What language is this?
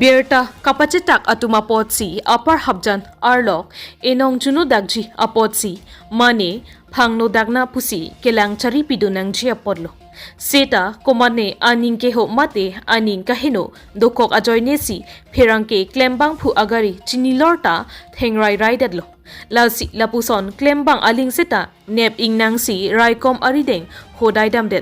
Karbi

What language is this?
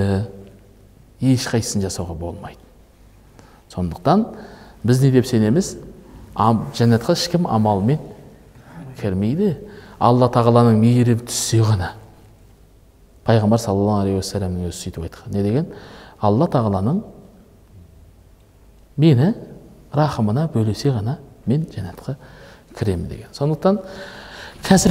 Kazakh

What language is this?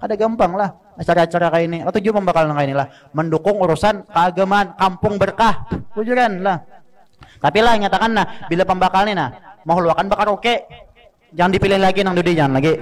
Banjar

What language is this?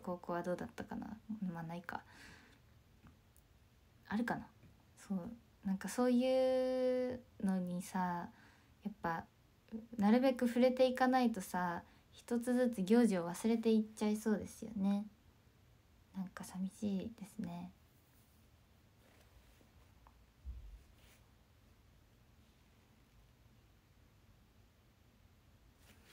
Japanese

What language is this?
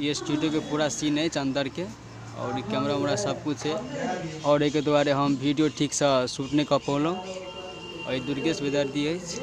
Maithili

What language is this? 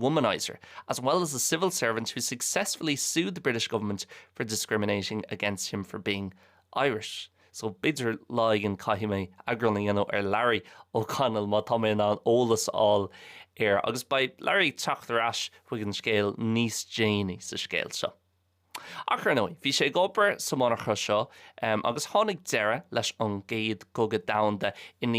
Irish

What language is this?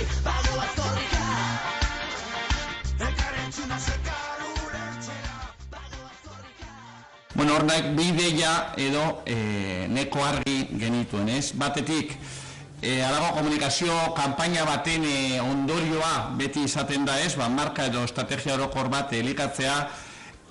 Basque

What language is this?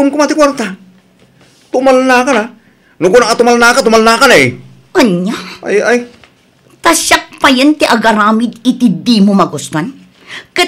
Iloko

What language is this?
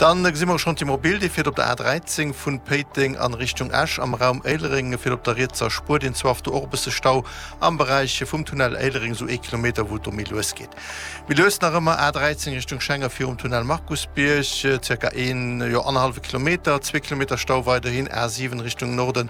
Luxembourgish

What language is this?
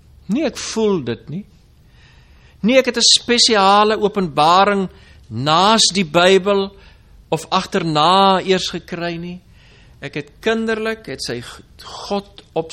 Afrikaans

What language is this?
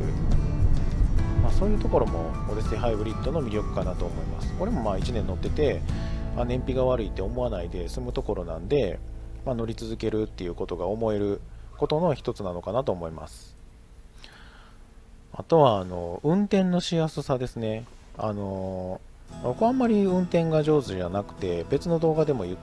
Japanese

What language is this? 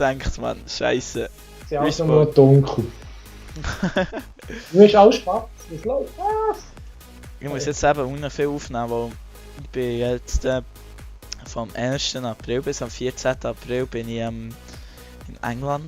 Swiss German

